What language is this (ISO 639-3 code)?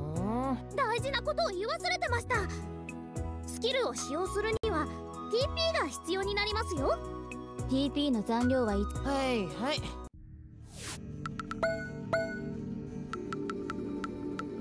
jpn